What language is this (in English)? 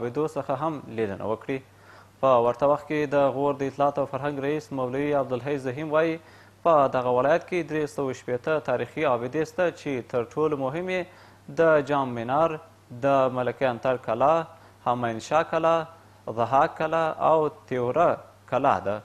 Pashto